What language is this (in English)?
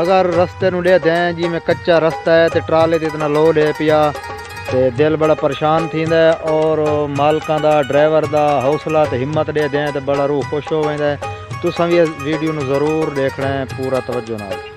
Saraiki